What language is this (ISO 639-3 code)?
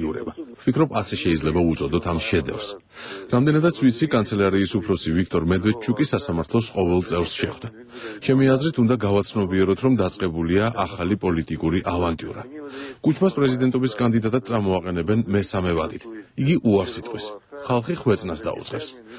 kat